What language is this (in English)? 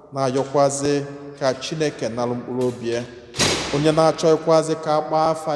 Igbo